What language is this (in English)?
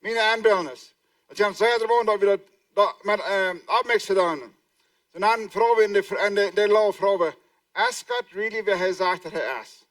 Plautdietsch